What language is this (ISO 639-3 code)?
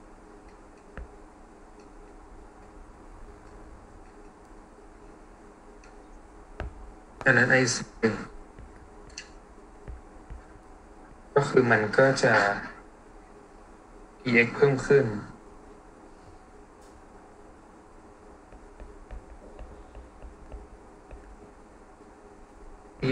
tha